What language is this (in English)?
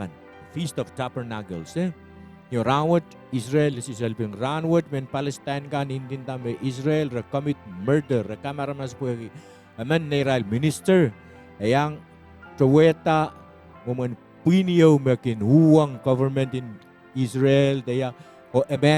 Pohnpeian